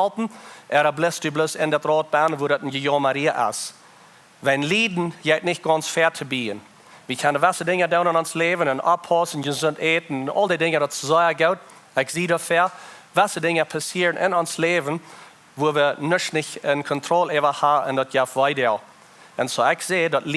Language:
Plautdietsch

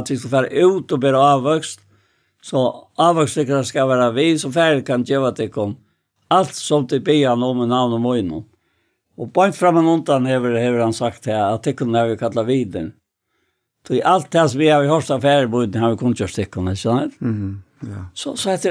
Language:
Faroese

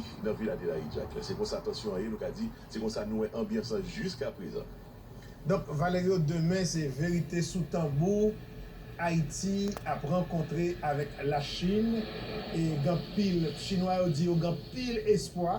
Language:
Haitian Creole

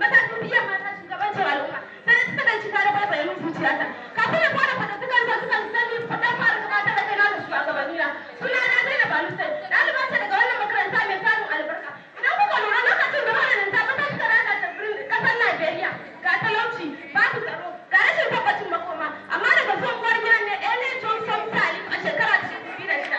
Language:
Hausa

